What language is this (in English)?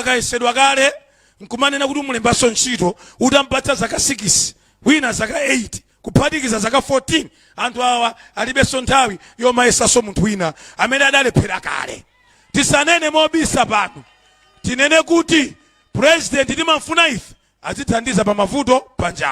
Nyanja